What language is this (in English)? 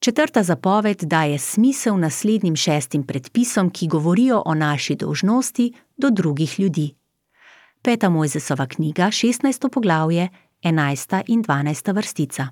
Slovenian